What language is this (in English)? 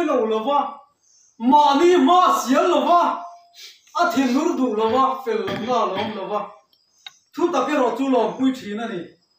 Mizo